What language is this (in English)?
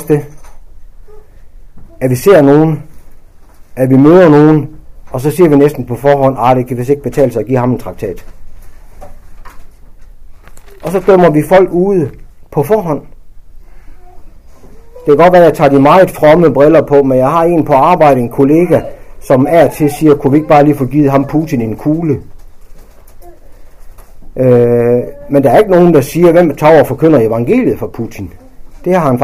Danish